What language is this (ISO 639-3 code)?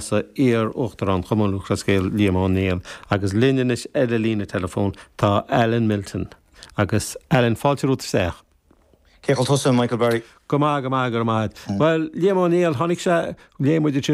gle